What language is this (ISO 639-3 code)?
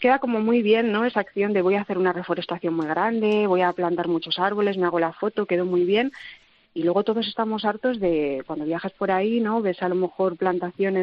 spa